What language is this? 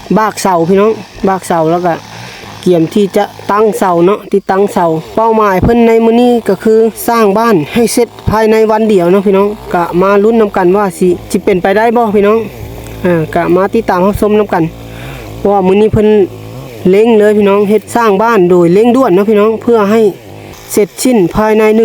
Lao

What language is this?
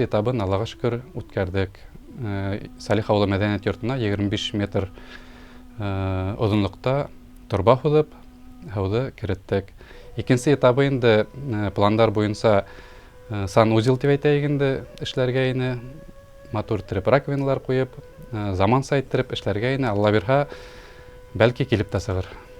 Bashkir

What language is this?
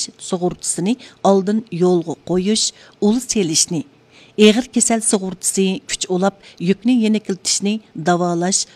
Uyghur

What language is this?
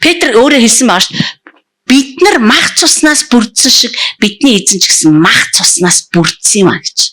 Mongolian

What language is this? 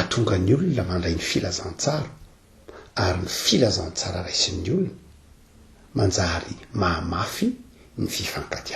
Malagasy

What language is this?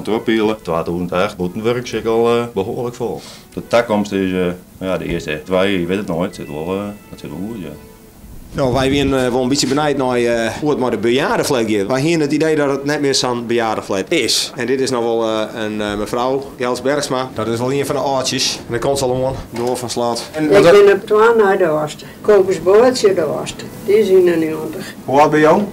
Western Frisian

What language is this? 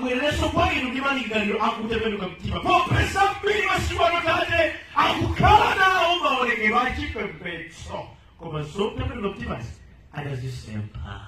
Nyanja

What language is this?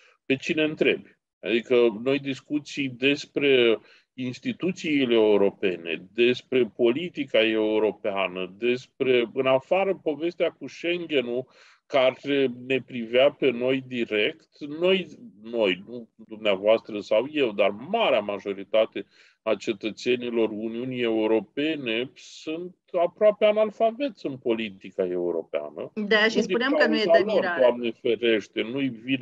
Romanian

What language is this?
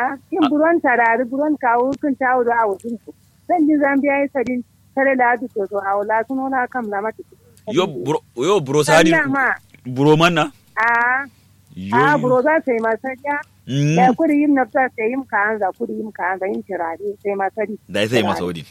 Kanuri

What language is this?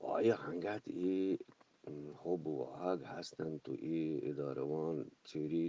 Eastern Balochi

